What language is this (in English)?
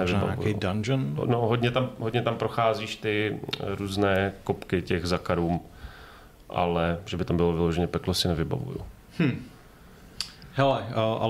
Czech